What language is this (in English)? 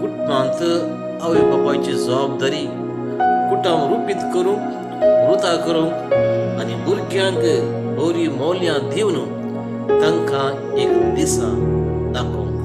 Konkani